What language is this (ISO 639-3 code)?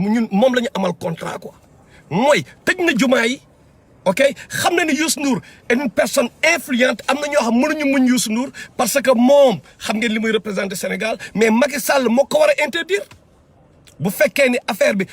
wol